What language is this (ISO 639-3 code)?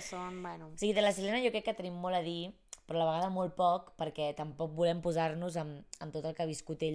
cat